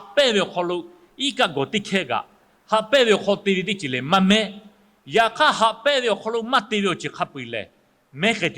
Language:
Lahu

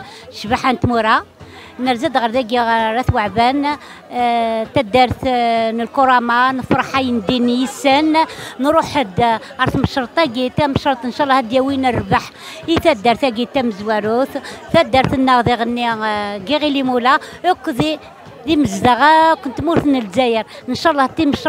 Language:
Kabyle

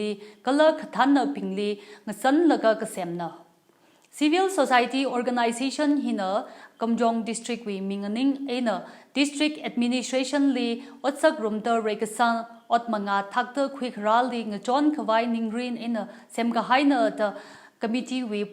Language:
Tangkhul Naga (India)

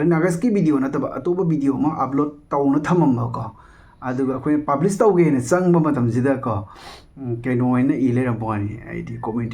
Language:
Manipuri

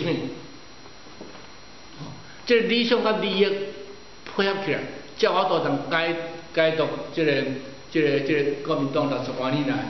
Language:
Min Nan Chinese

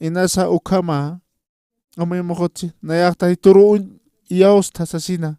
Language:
Aymara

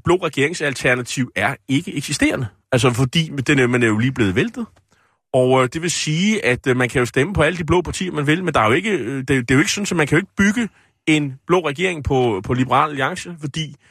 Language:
Danish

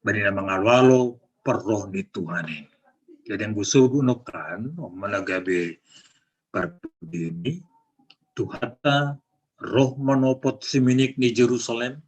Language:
Batak Simalungun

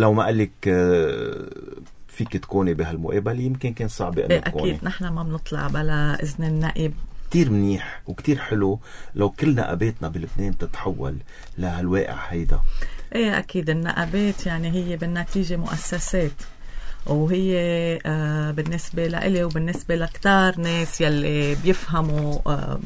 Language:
North Levantine Arabic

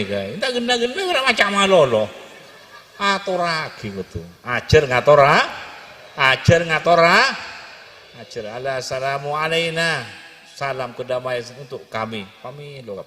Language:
Madurese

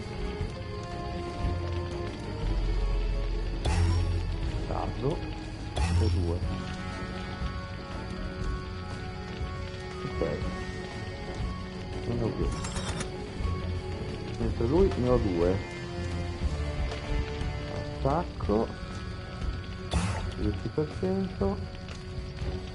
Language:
Italian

